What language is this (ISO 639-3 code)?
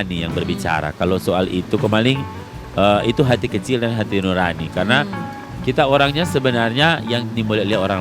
xmm